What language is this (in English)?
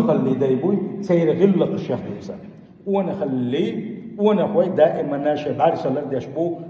Chechen